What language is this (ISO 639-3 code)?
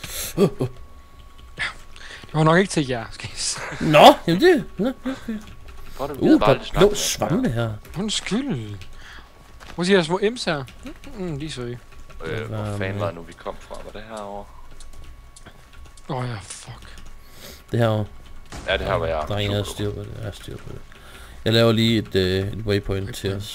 dan